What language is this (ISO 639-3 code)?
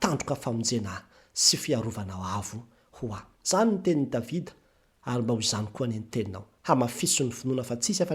mlg